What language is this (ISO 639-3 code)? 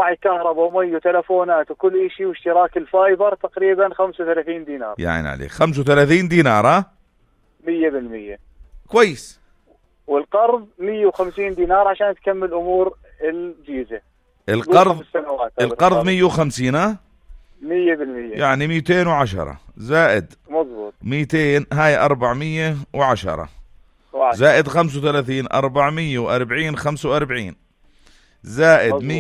apc